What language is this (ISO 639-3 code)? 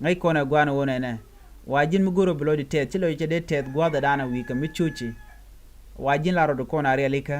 nus